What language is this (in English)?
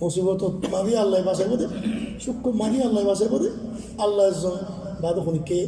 Rohingya